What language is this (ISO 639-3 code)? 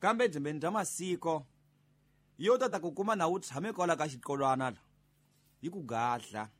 tso